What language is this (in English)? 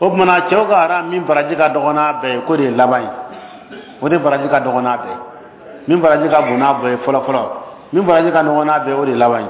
Bambara